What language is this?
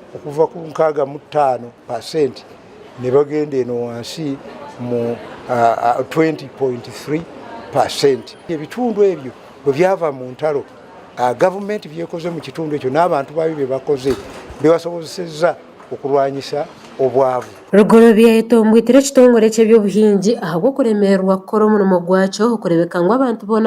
Nyankole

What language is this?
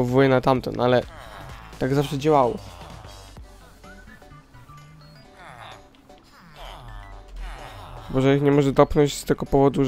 Polish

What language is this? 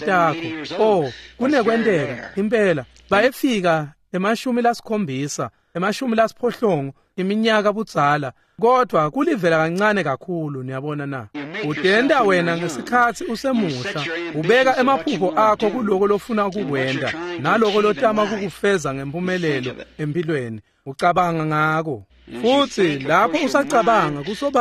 Swati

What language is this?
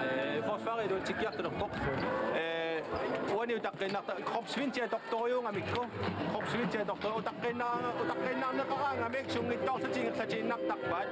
Kalaallisut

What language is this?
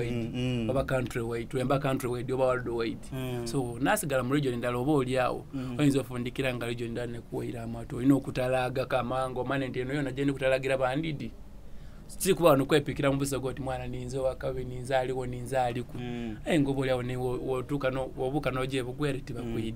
Soga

